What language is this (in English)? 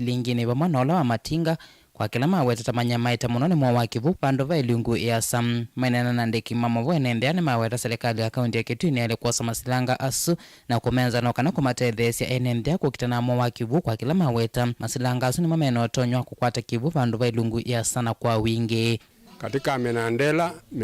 Kamba